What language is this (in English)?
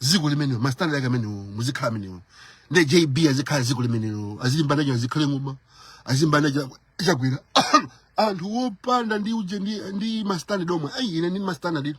Nyanja